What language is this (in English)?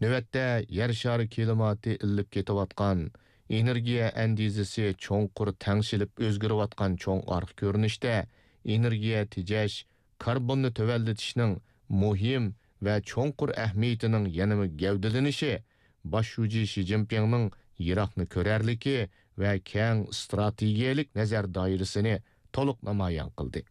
Uyghur